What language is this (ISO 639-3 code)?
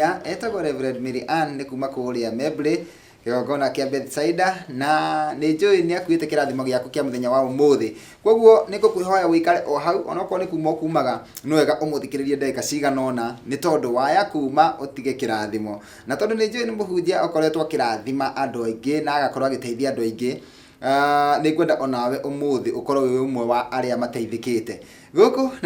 kik